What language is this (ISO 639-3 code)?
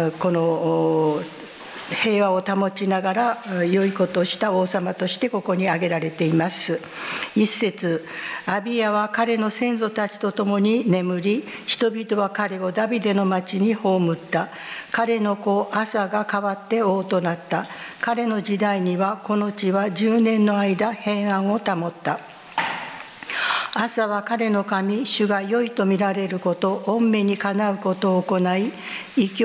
jpn